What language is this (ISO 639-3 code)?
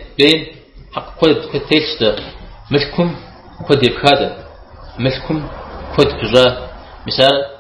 kbd